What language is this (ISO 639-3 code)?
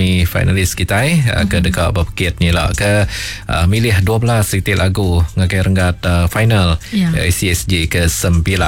iba